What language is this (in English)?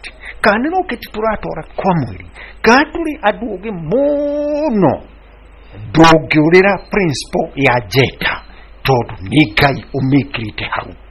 Kikuyu